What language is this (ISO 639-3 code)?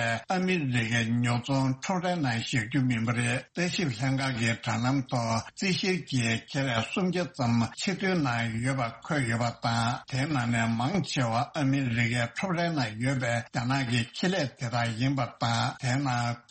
bod